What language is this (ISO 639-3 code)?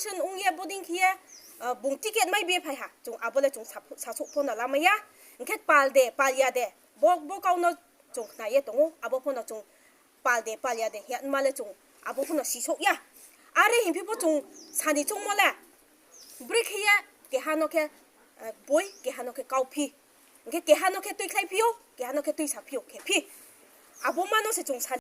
ria